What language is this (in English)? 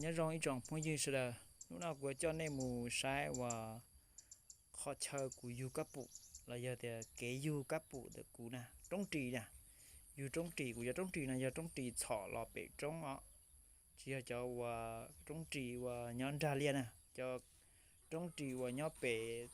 Hmong